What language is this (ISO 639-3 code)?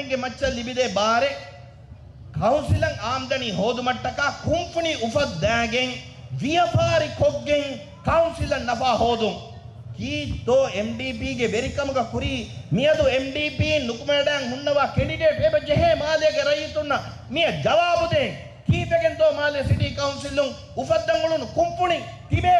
div